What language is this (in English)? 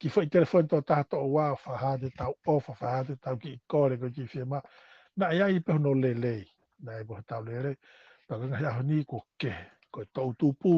Tongan